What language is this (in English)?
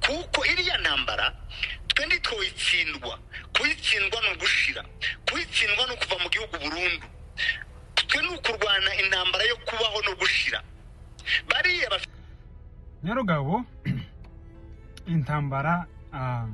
Rundi